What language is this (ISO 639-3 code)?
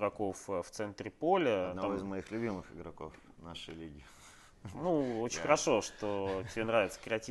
rus